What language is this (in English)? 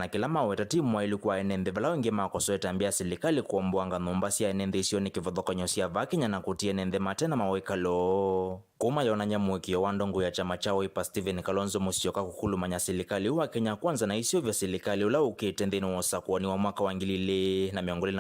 Kamba